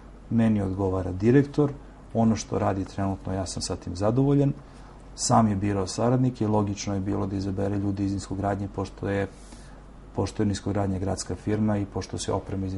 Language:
Serbian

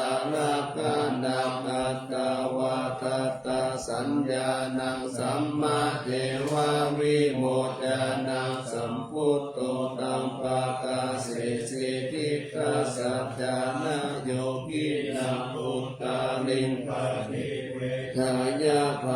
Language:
Pali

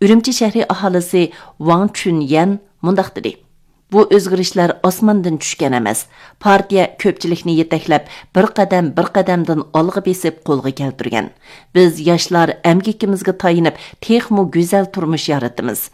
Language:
Uyghur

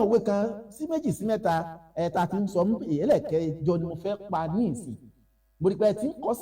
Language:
Yoruba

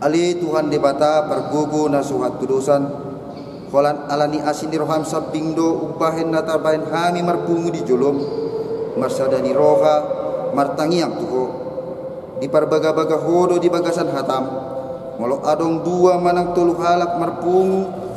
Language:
Batak Toba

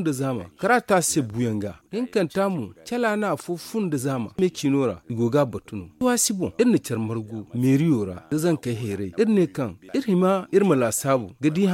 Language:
Zarma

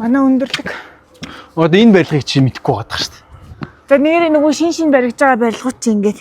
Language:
Mongolian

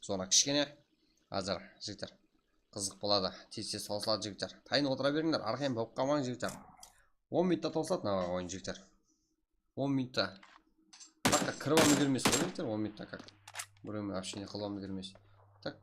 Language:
Kara-Kalpak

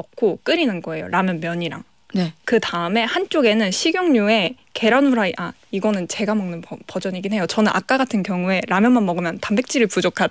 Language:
Korean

